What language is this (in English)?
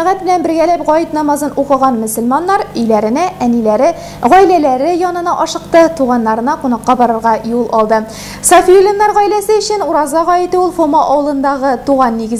Tatar